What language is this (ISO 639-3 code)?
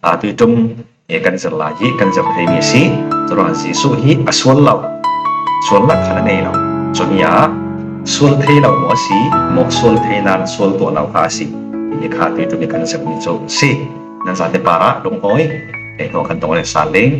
cfm